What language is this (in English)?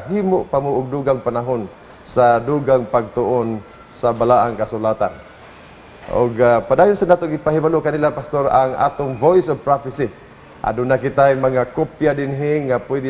Cebuano